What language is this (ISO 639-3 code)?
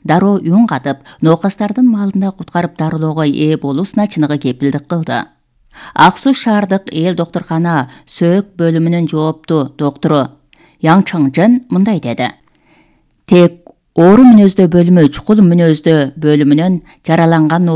kir